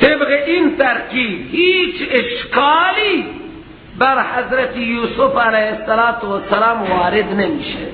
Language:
Persian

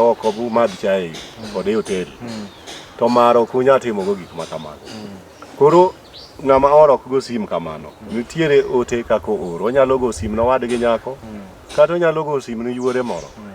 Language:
Luo (Kenya and Tanzania)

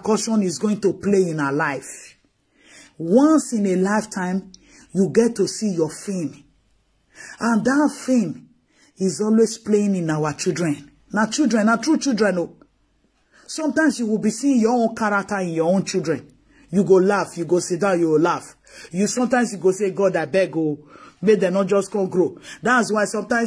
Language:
Nigerian Pidgin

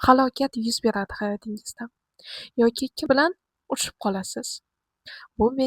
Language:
Uzbek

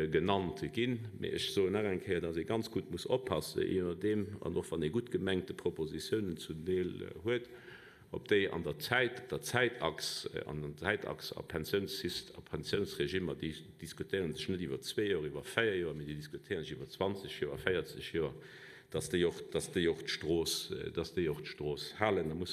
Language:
Luxembourgish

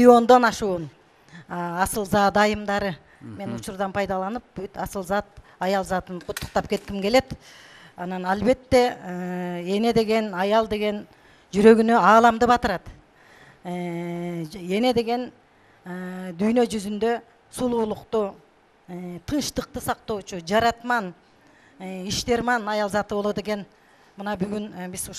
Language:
Kyrgyz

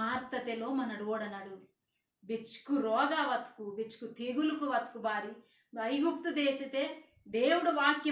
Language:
Koya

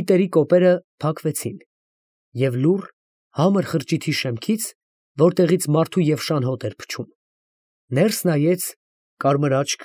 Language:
Armenian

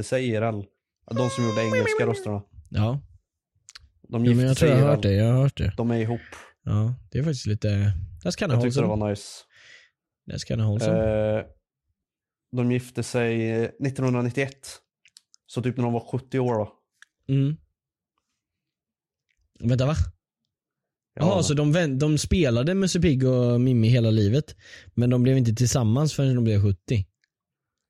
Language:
Swedish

